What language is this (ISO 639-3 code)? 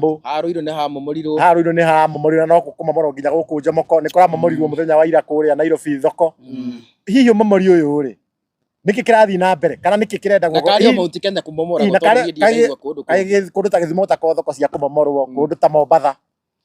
kik